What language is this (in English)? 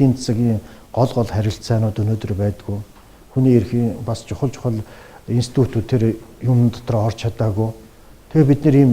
Mongolian